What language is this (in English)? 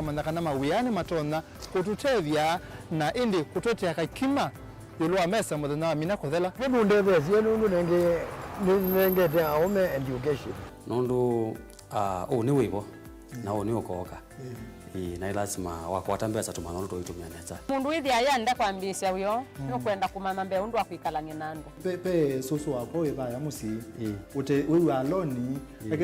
Kamba